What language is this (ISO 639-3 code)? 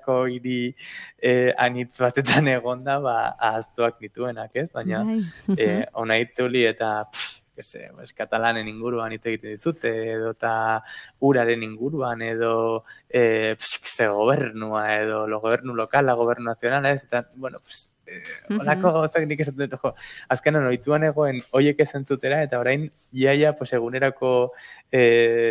eus